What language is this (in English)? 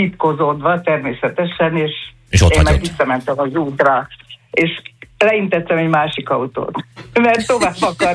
Hungarian